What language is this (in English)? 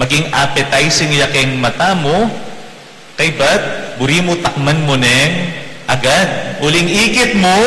Pampanga